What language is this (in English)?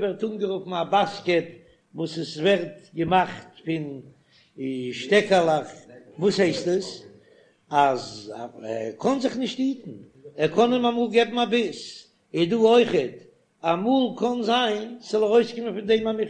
Yiddish